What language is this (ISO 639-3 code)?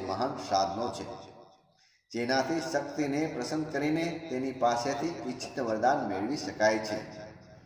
guj